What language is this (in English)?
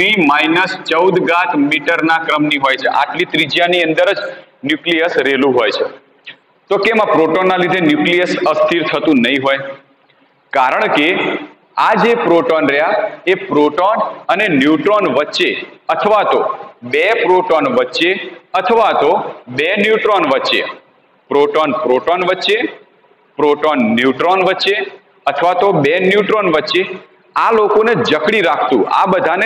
Gujarati